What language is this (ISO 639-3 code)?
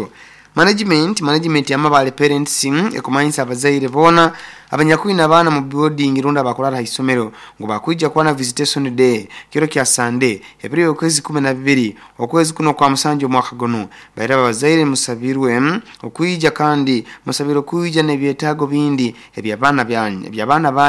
nyo